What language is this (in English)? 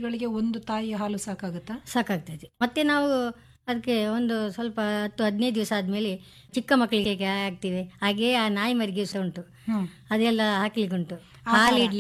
Kannada